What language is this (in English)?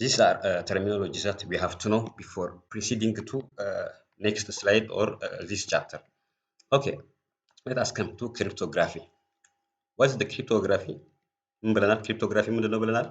English